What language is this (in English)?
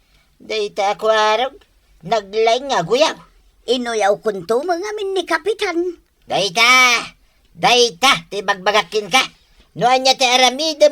Iloko